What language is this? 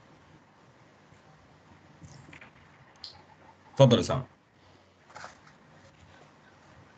South Levantine Arabic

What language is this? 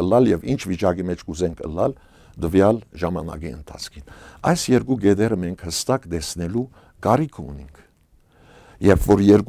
Western Armenian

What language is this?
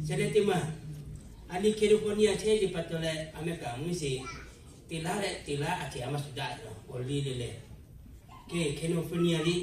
Lahu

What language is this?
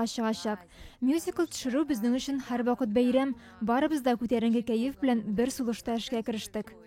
Tatar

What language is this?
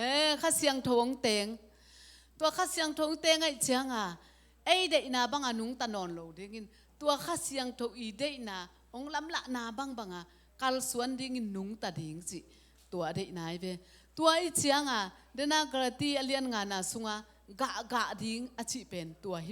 Tedim Chin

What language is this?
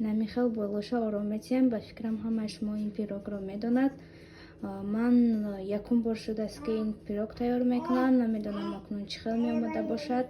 Tajik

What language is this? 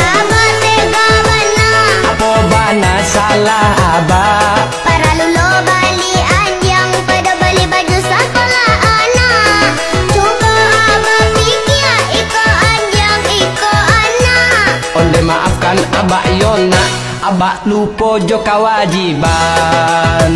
Minangkabau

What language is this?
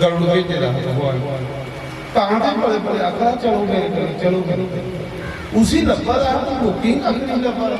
Dogri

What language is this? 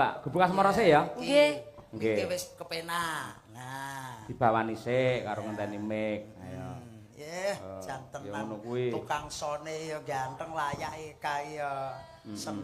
Javanese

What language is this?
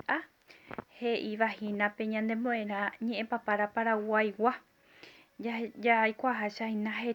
Guarani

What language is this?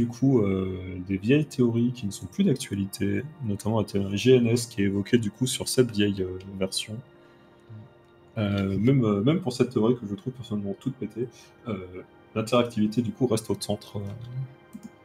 French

